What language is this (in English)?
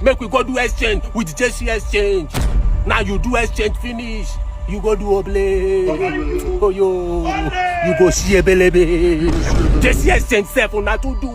Nigerian Pidgin